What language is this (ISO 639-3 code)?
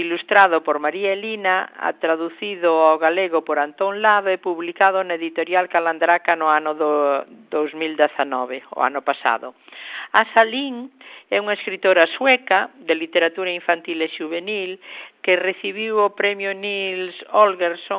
glg